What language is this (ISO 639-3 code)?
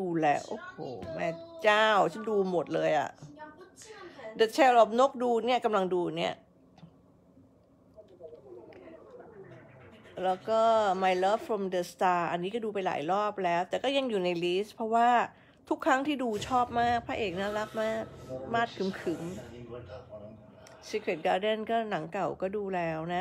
tha